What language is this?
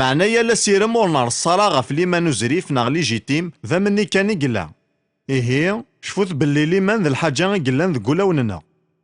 Kabyle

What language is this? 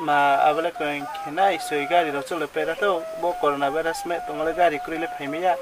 Riang (India)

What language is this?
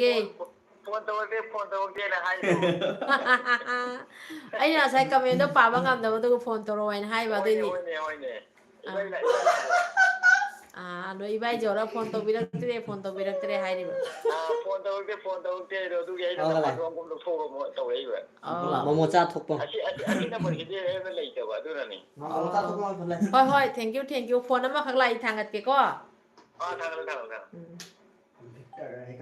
Manipuri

